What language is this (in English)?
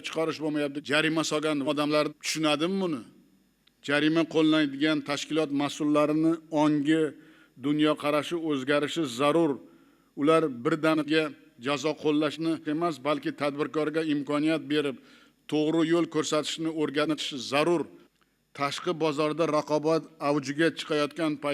Uzbek